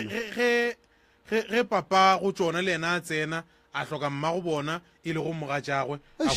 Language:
Northern Sotho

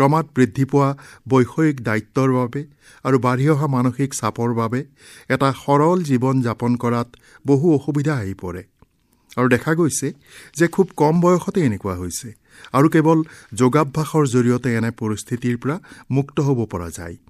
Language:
Assamese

